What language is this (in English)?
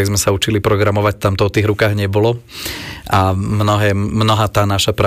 Slovak